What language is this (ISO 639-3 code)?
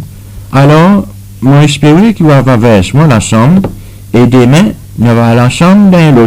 crs